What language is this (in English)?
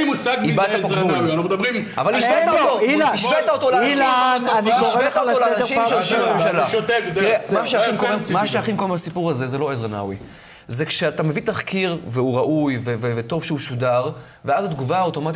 Hebrew